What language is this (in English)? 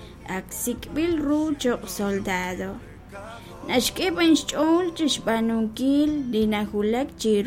Kekchí